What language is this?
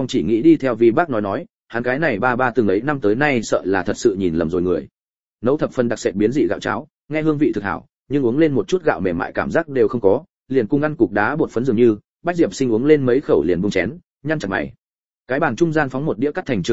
Vietnamese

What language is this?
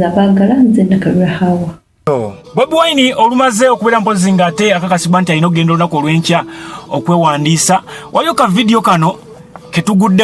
Ganda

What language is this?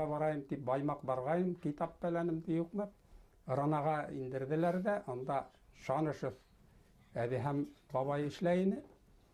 Bashkir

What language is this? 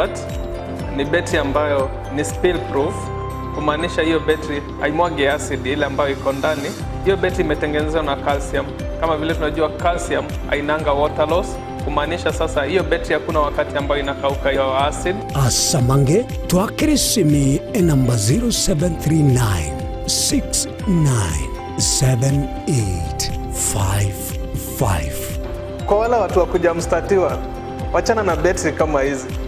Gusii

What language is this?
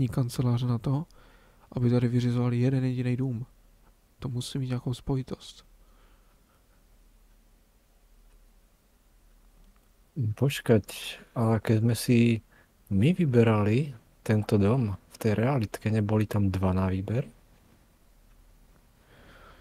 Czech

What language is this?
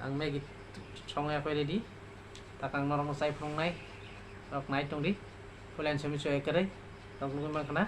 Kok Borok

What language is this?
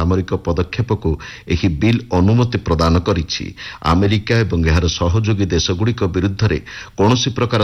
Odia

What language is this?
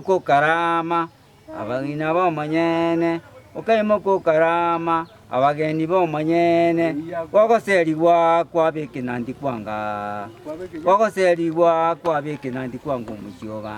Gusii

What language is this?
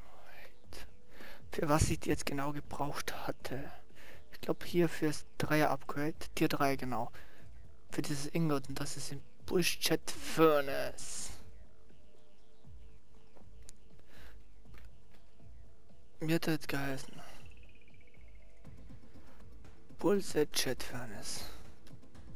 German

